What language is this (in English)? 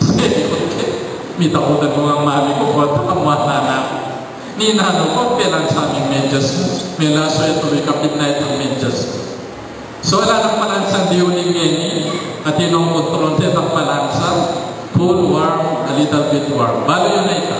Pampanga